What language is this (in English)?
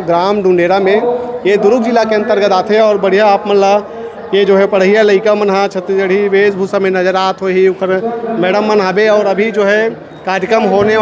Chhattisgarhi